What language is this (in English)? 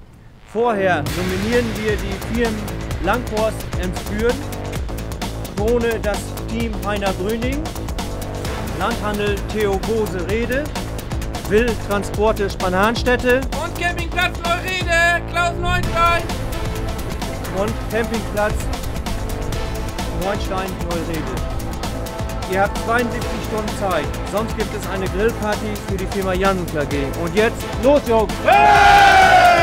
German